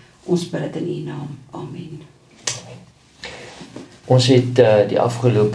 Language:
Afrikaans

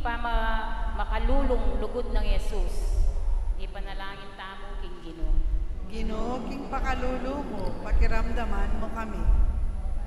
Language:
Pampanga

